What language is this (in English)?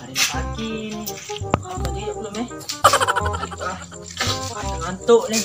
Musi